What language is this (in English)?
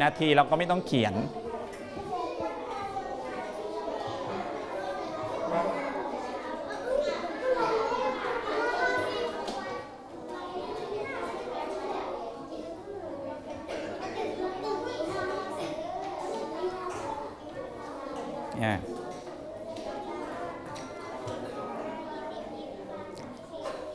Thai